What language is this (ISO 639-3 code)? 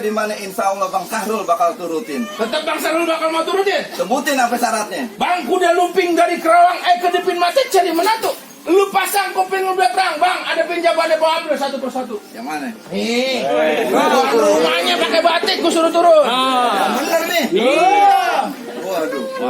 bew